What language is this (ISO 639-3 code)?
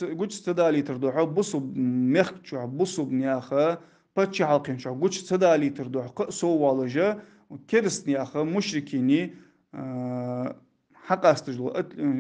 inh